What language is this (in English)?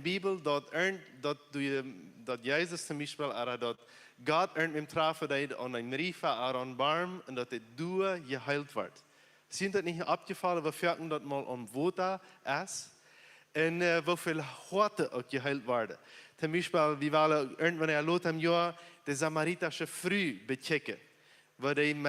Plautdietsch